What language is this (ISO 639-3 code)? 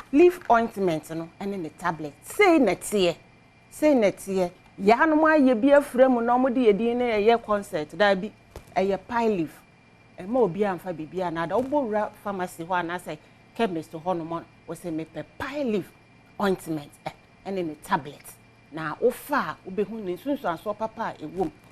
aka